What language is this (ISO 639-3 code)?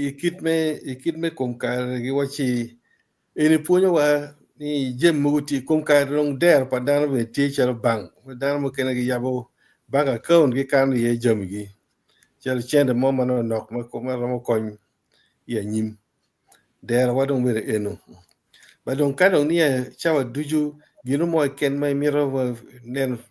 ach